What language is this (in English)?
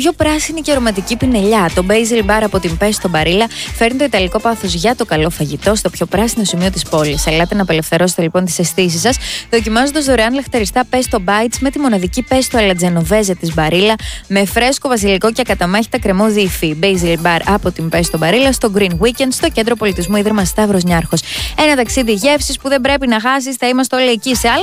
Greek